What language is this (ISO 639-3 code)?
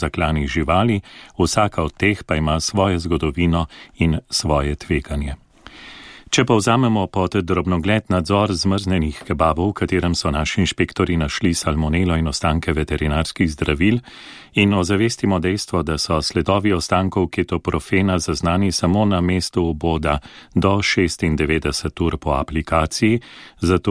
slv